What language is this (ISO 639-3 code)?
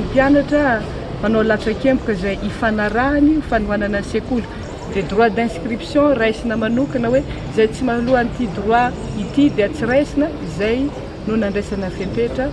mlg